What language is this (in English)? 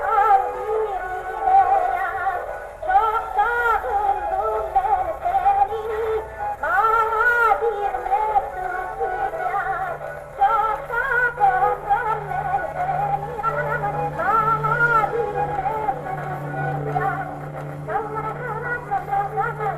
Crimean Tatar